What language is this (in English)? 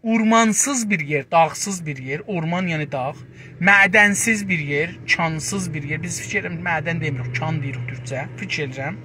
South Azerbaijani